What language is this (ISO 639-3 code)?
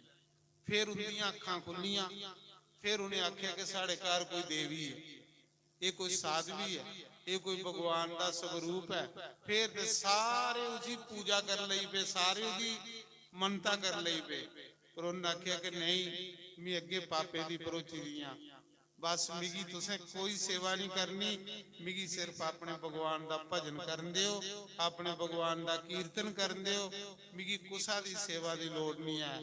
doi